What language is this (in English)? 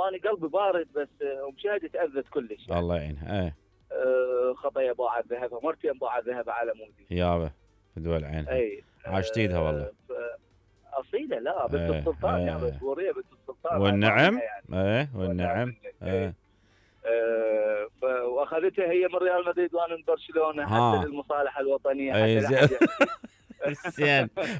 Mesopotamian Arabic